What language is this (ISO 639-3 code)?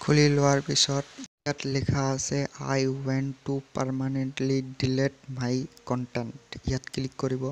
asm